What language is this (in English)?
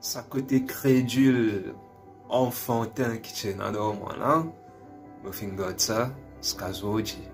Morisyen